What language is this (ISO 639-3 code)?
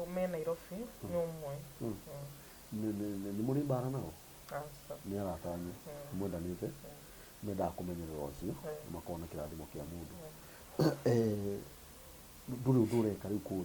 kik